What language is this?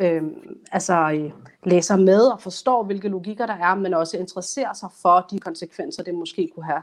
Danish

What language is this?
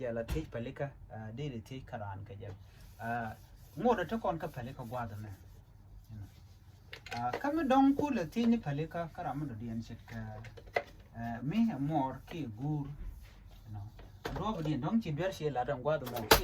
Nuer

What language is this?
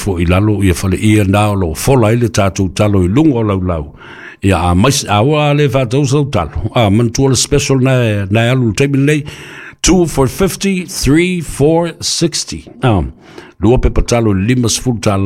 Samoan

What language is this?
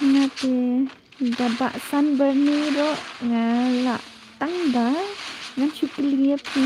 Khasi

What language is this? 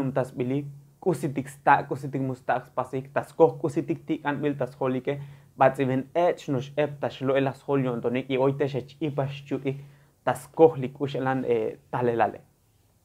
Tzotzil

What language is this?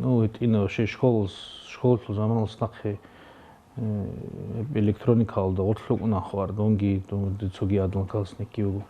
Avaric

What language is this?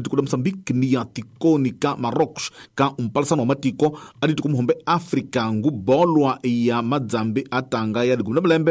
Tsonga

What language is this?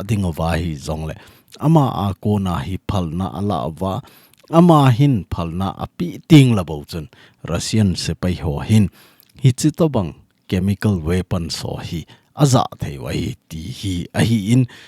Thado Chin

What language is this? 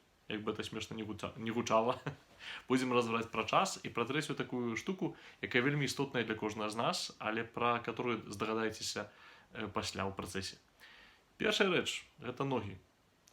Belarusian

